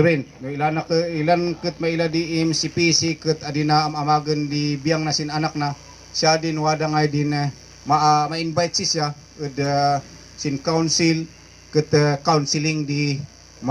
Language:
Kankanaey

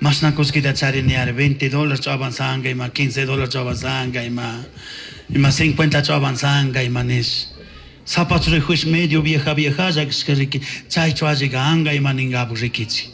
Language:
Chimborazo Highland Quichua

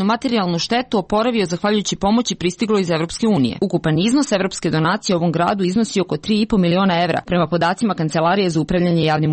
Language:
Serbian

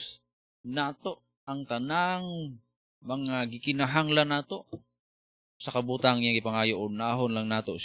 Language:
Cebuano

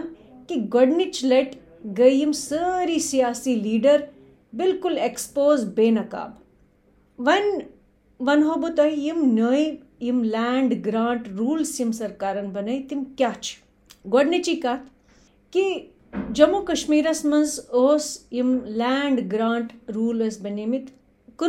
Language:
Kashmiri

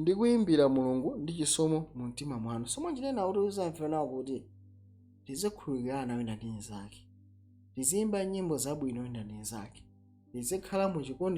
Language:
Nyanja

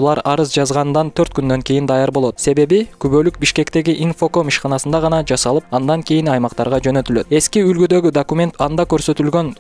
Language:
Kyrgyz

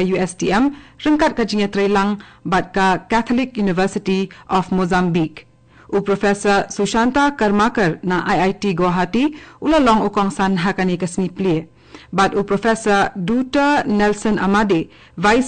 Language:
Khasi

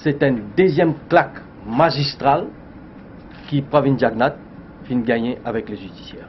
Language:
Morisyen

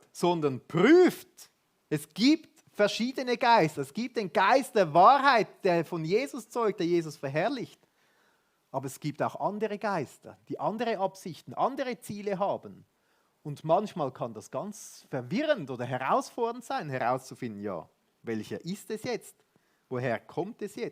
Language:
Swiss German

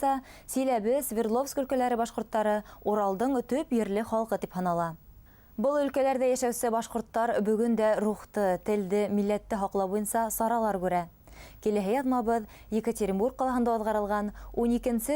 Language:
Bashkir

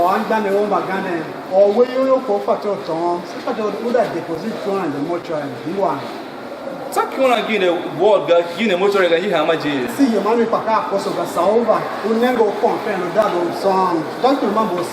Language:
Tiv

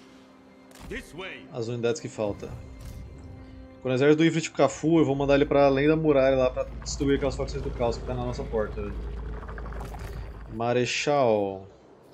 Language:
Portuguese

